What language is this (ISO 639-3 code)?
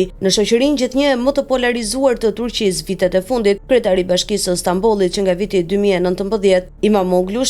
sqi